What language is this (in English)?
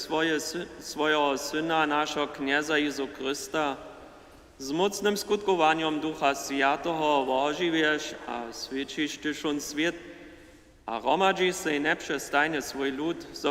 Upper Sorbian